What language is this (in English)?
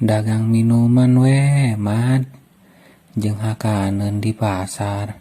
Sundanese